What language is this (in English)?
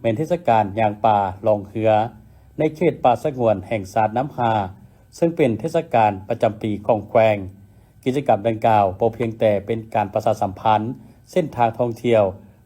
Lao